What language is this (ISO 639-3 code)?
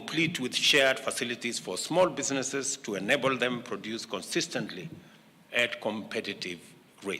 kam